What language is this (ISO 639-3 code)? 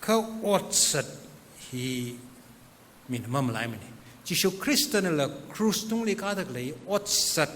nmf